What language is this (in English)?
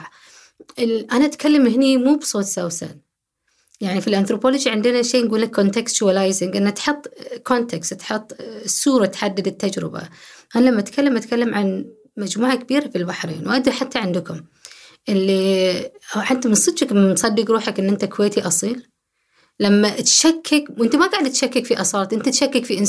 Gulf Arabic